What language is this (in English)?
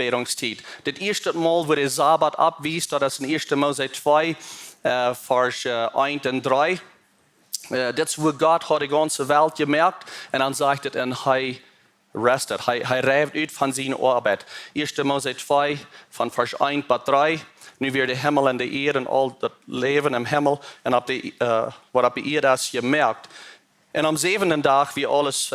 Plautdietsch